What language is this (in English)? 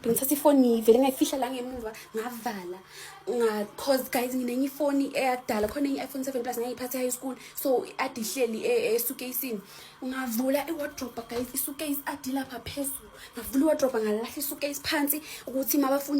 Zulu